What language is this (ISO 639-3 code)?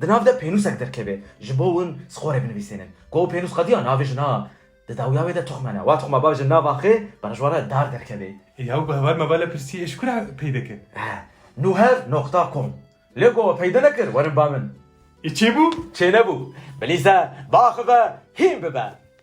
kur